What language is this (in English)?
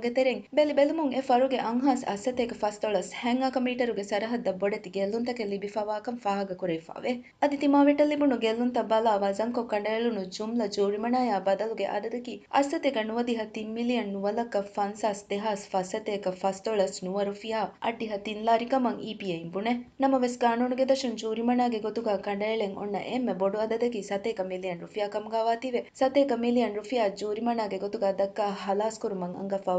Divehi